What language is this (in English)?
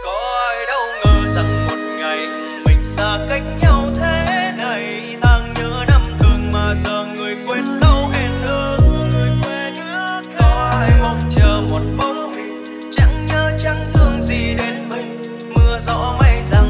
Vietnamese